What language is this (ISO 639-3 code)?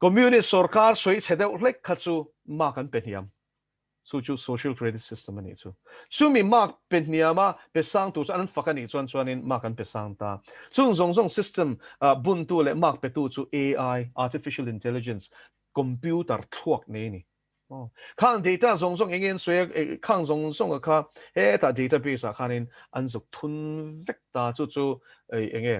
lus